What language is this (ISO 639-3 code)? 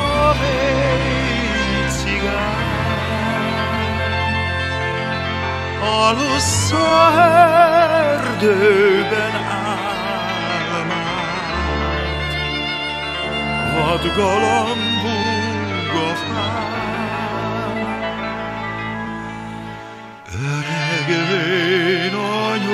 hun